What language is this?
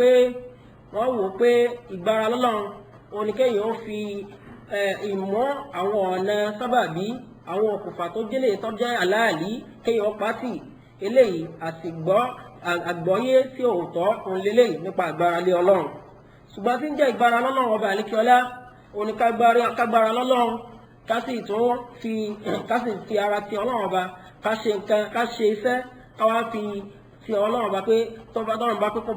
Yoruba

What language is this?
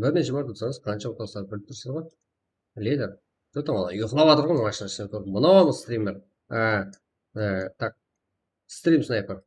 Kara-Kalpak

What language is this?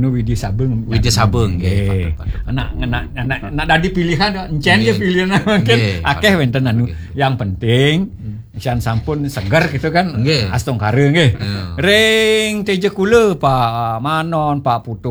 Balinese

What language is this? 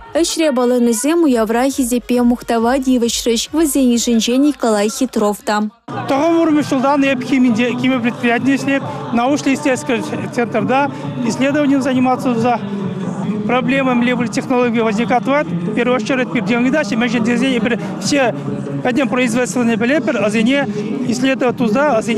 Chuvash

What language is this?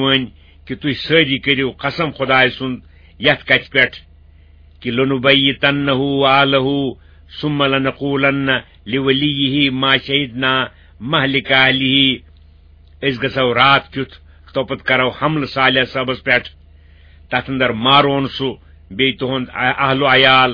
Kashmiri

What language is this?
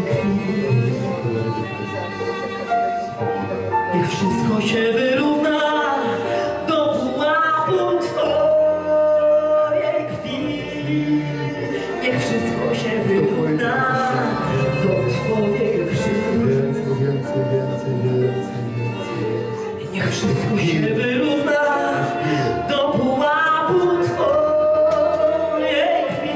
Polish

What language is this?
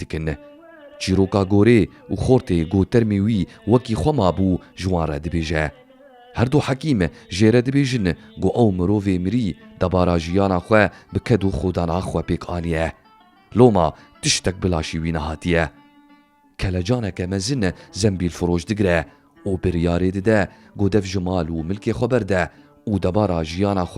Kurdish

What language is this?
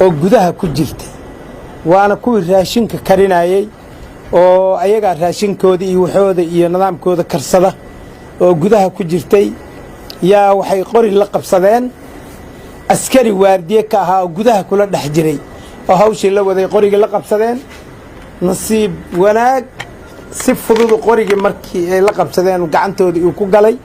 Somali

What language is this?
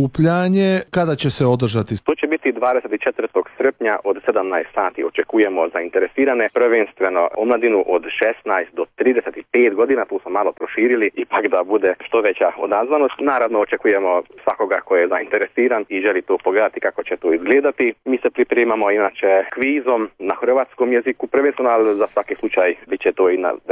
Croatian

